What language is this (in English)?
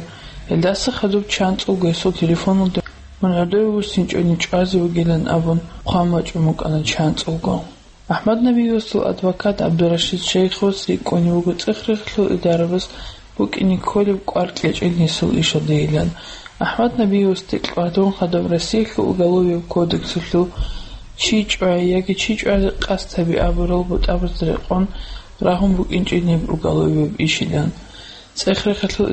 Avaric